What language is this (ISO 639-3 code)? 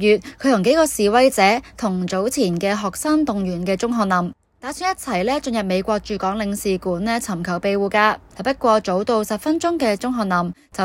yue